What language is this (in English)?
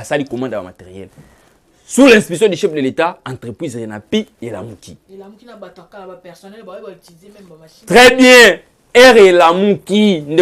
Lingala